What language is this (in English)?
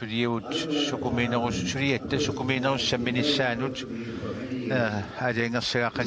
Kalaallisut